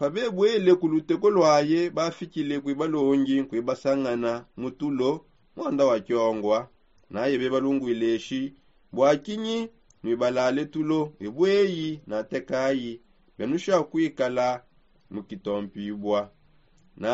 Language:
Songe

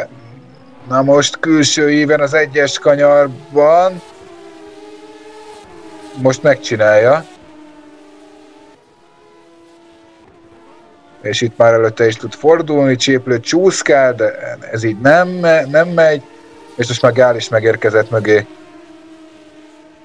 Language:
Hungarian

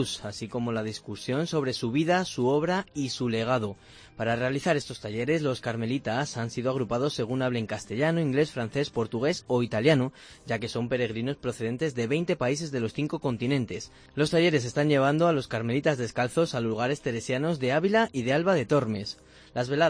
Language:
Spanish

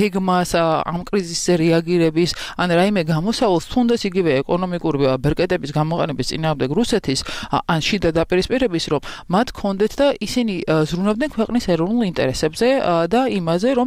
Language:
Georgian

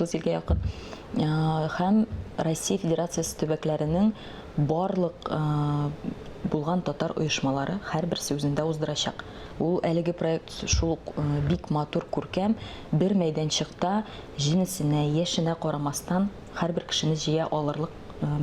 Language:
Tatar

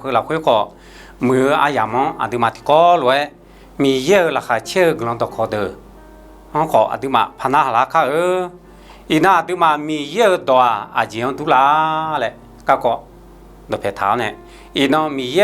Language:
Akha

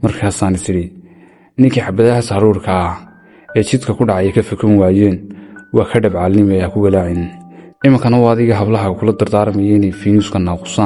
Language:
Somali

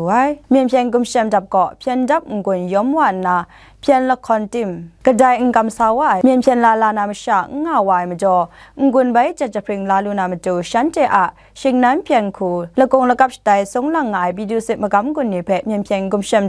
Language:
Kachin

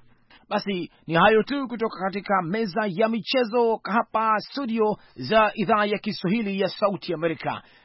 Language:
Swahili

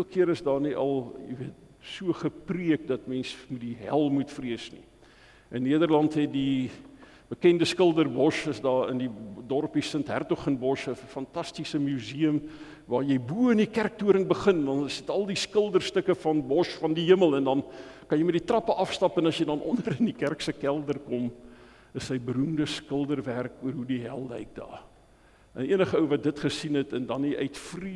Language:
Afrikaans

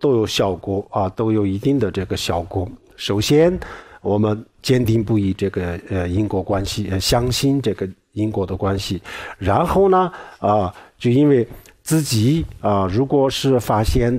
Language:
Chinese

